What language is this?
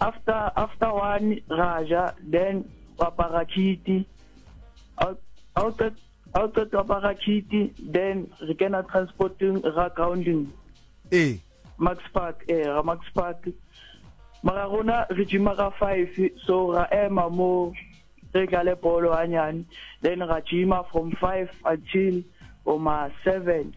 Southern Sotho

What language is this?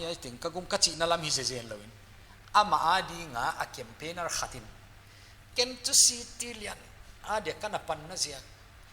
Paite Chin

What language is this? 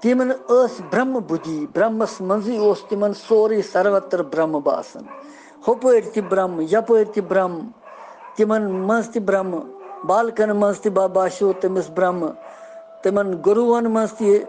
Kashmiri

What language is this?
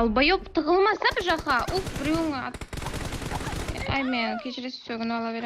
Kara-Kalpak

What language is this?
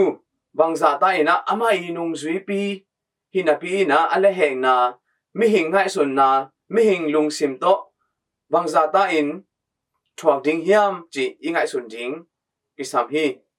Tedim Chin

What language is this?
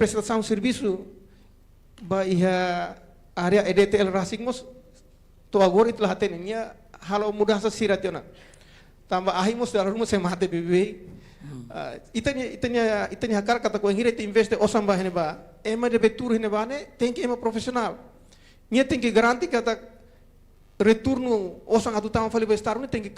Tetum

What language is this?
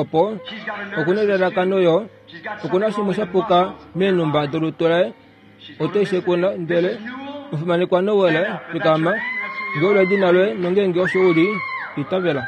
Kuanyama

